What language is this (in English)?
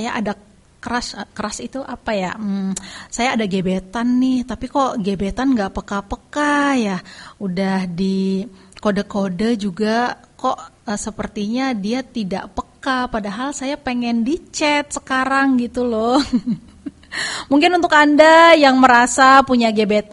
Indonesian